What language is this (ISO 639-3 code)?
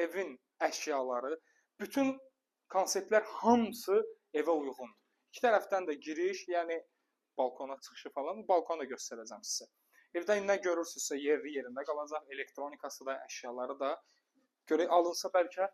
aze